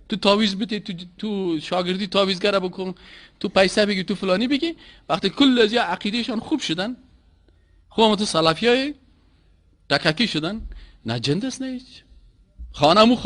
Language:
Persian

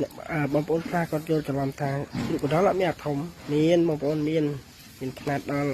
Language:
Khmer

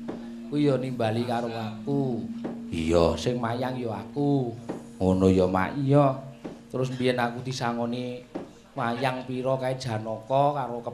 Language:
Javanese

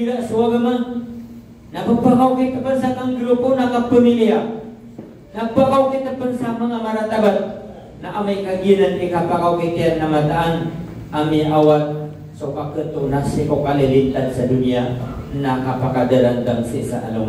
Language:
Maranao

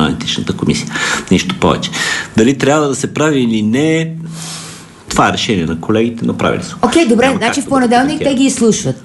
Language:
Bulgarian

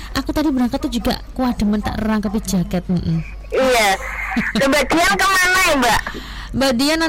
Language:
Indonesian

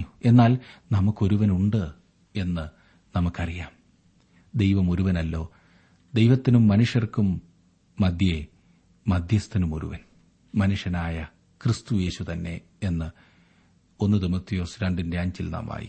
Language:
Malayalam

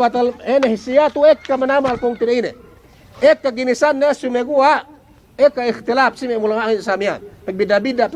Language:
Yakan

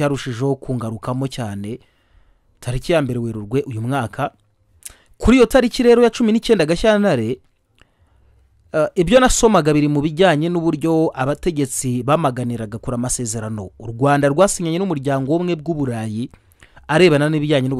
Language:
Kinyarwanda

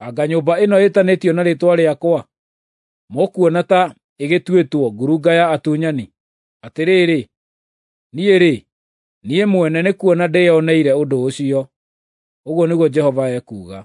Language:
Kikuyu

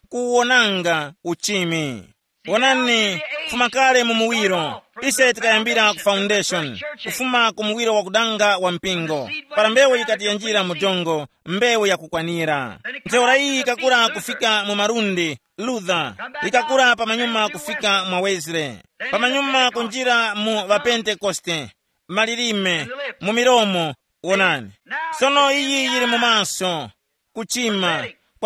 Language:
Tumbuka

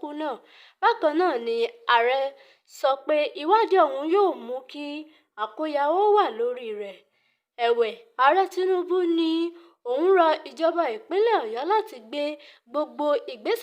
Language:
Yoruba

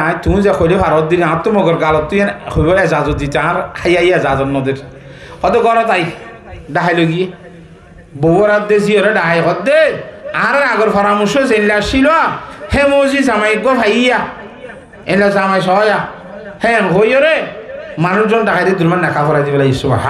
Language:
Rohingya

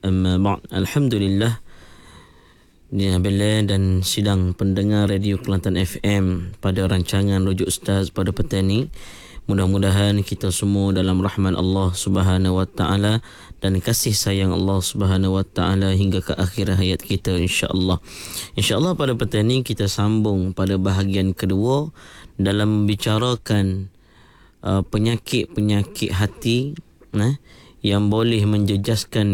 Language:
Malay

